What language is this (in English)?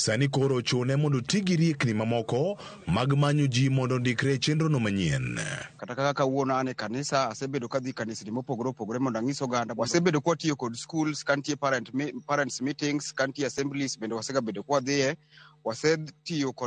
Luo (Kenya and Tanzania)